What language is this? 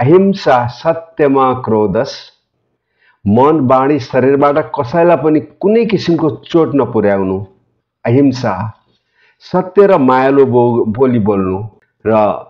Nepali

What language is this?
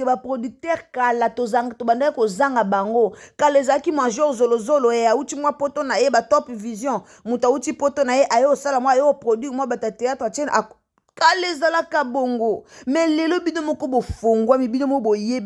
Lingala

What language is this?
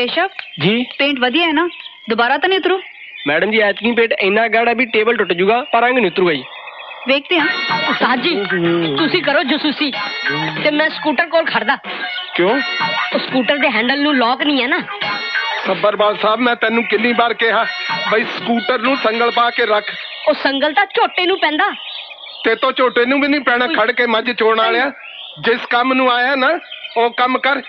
Punjabi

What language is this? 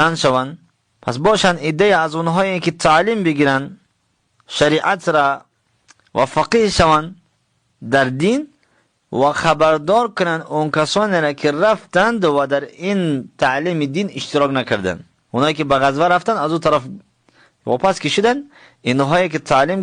Tajik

